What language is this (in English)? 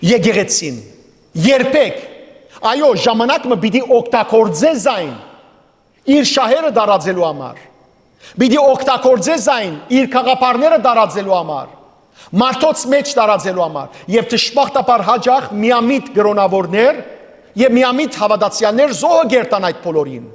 Western Armenian